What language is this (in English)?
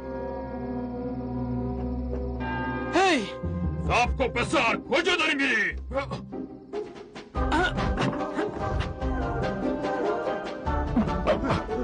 Persian